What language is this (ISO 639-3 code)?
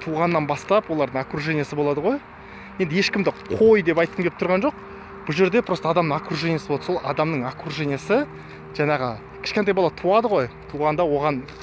kaz